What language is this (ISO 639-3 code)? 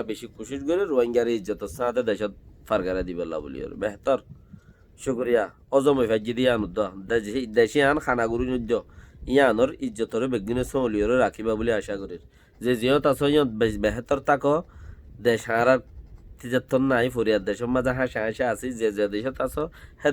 rhg